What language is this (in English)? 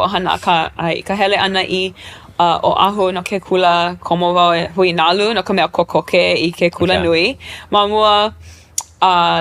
Hawaiian